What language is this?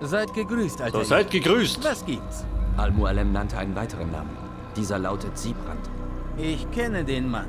Bavarian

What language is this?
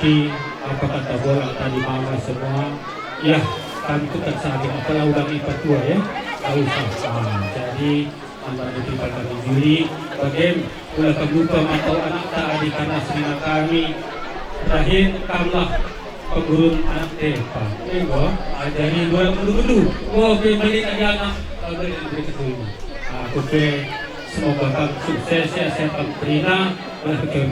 Batak Karo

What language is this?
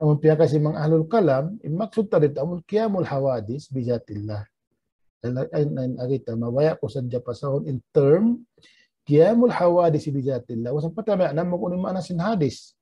Tausug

